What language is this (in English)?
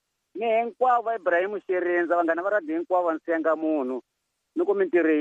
Tsonga